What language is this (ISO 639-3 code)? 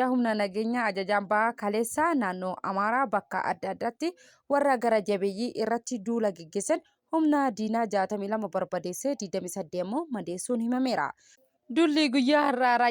orm